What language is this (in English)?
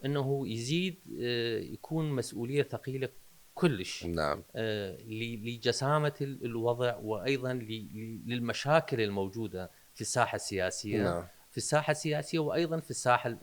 Mesopotamian Arabic